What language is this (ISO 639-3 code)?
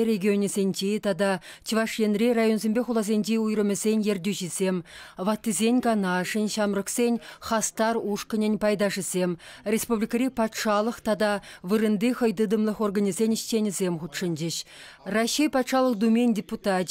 chv